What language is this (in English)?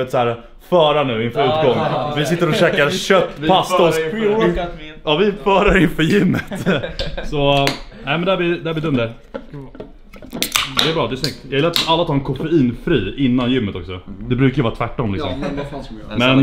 Swedish